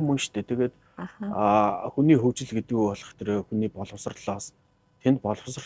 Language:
Mongolian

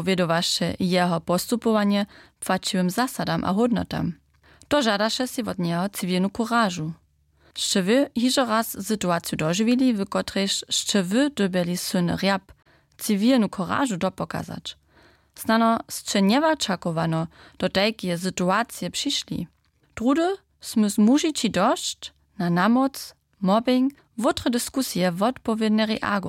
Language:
Upper Sorbian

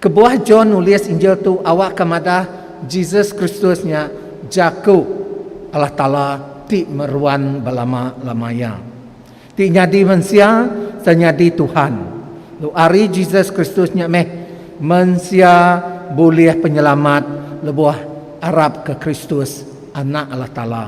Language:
Iban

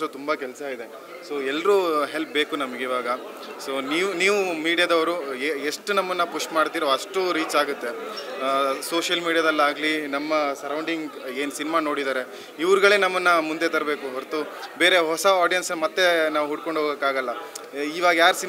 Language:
Kannada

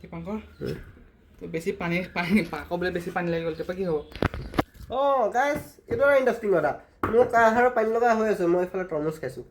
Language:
Assamese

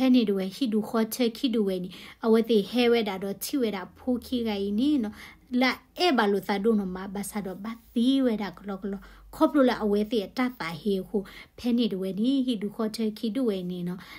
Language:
S'gaw Karen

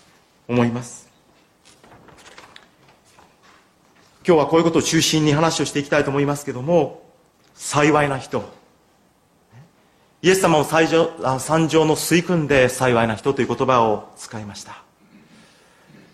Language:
Japanese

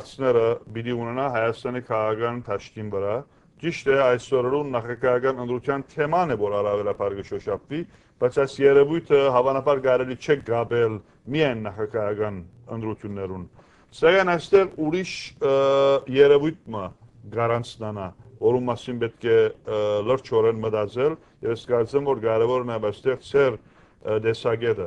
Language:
Western Armenian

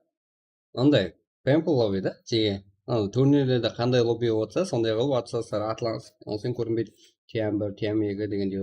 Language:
Kara-Kalpak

